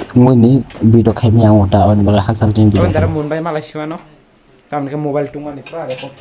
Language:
Kok Borok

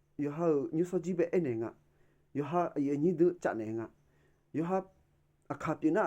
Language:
Akha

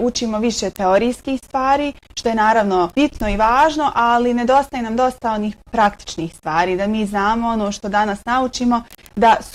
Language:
Bosnian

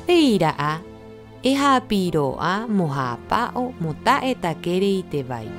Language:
Rapanui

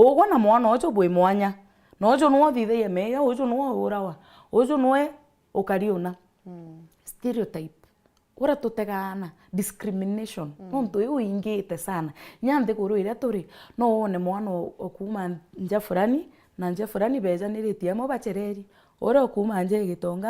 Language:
Meru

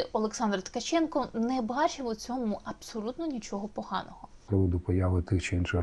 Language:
Ukrainian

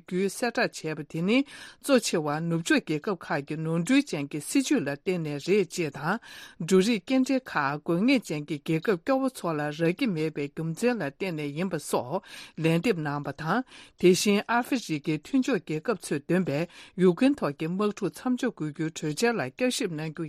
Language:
Tibetan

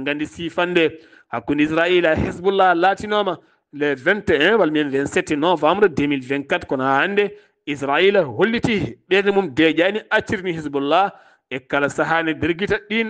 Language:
Fula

